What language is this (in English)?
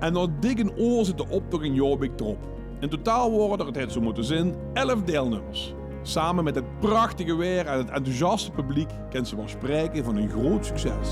Limburgish